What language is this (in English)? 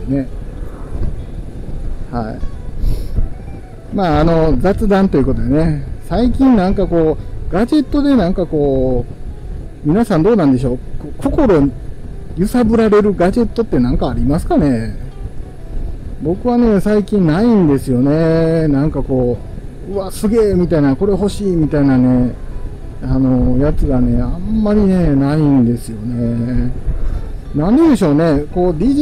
Japanese